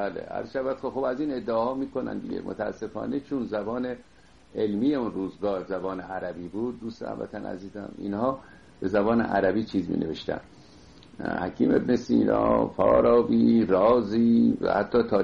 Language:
Persian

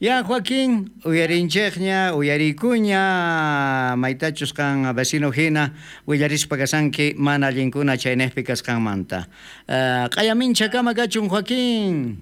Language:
South Bolivian Quechua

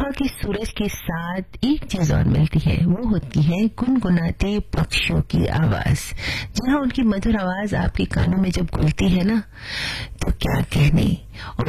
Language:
Hindi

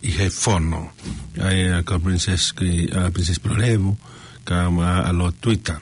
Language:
Tongan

